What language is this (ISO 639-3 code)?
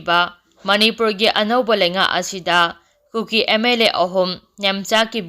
mni